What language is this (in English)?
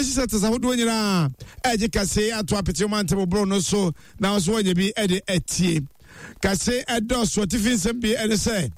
Akan